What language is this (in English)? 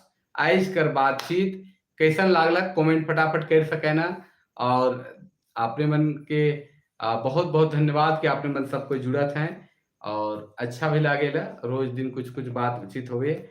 Sadri